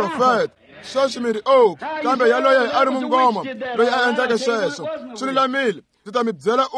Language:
Tsonga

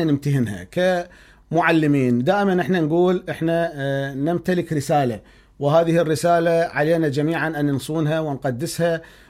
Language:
Mesopotamian Arabic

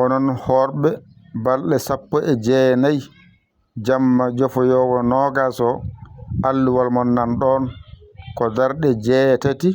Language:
Fula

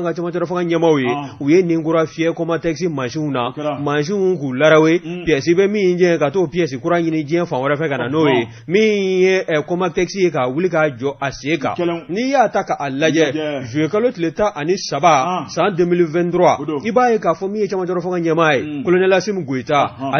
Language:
Bambara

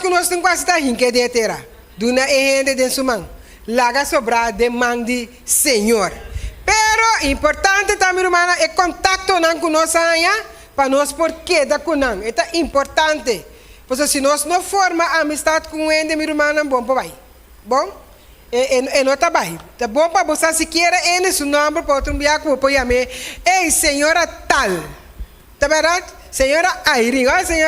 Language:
Papiamento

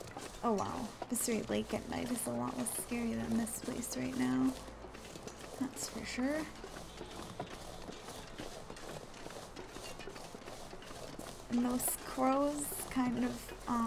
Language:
English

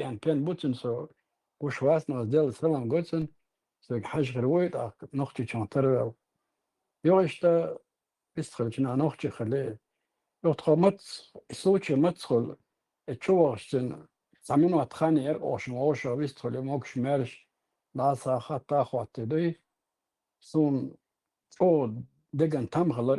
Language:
Chechen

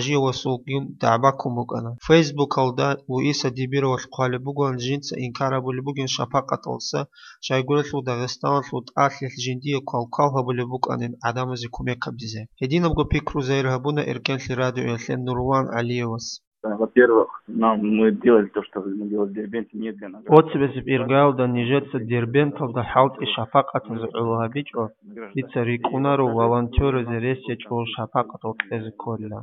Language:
Avaric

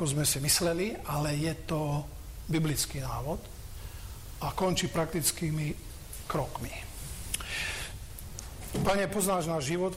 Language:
Slovak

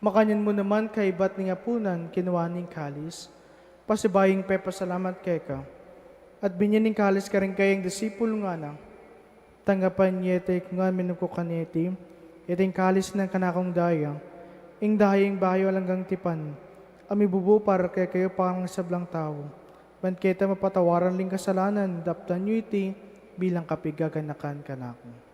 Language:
Pampanga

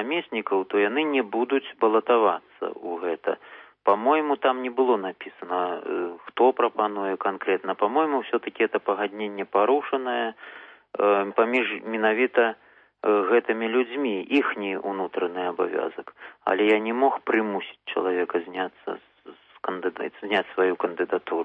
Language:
Belarusian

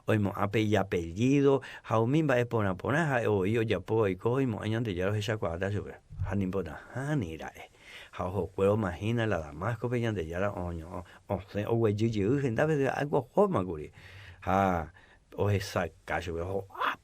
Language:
Guarani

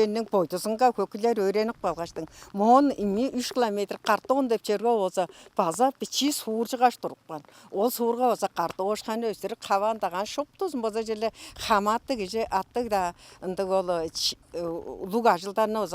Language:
Tuvinian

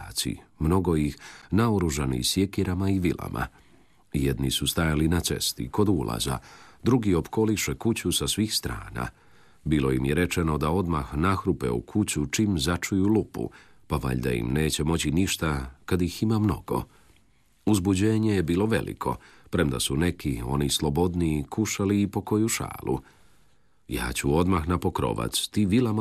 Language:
Croatian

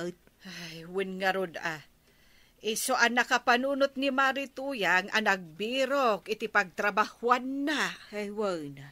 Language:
Iloko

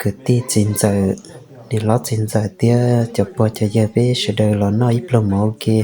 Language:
Hmong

